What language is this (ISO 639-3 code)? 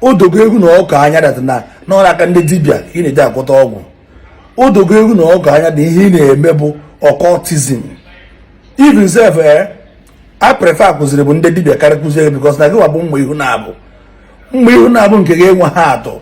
ibo